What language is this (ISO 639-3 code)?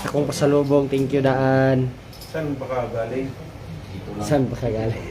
hil